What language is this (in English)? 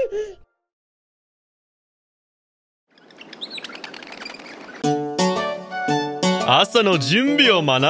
Japanese